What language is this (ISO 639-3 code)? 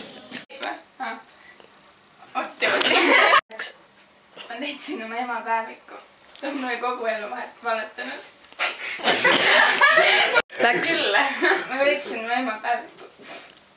est